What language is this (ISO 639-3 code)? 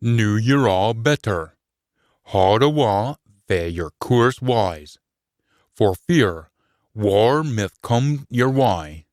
sco